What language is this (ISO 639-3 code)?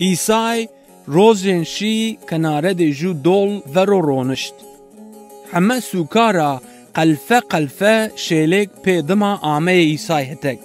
zza